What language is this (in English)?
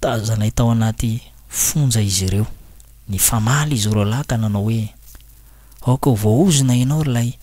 Malagasy